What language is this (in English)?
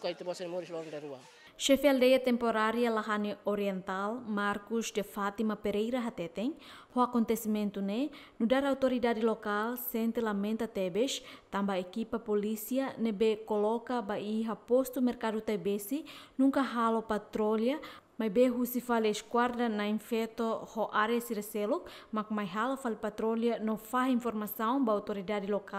Tetum